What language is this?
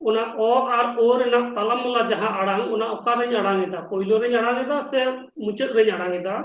Santali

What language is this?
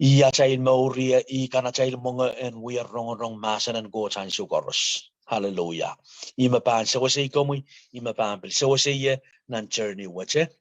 Pohnpeian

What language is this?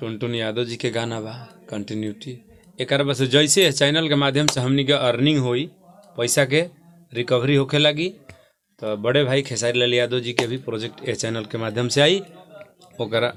Bhojpuri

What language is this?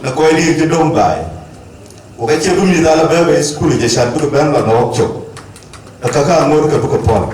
Dinka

